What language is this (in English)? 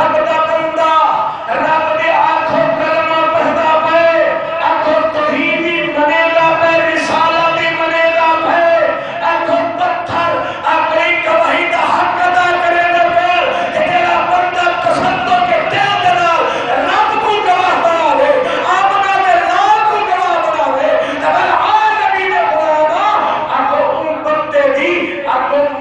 Saraiki